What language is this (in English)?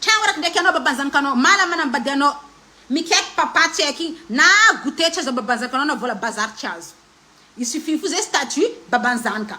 Malagasy